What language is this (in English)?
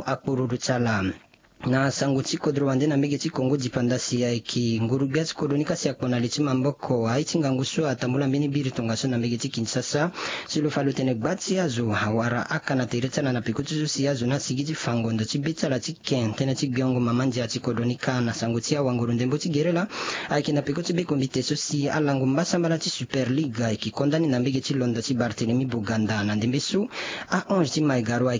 Sango